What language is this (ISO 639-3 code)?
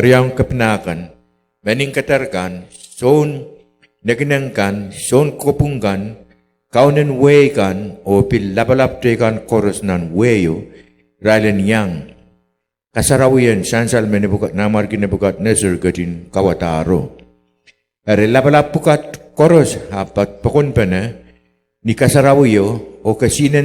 pon